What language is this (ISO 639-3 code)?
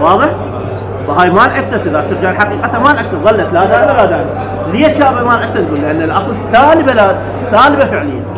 acm